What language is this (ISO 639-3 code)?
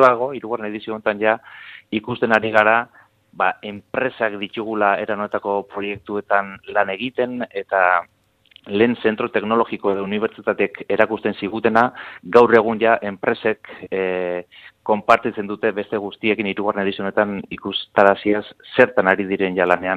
eus